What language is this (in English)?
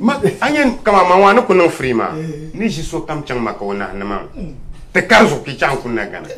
Dagbani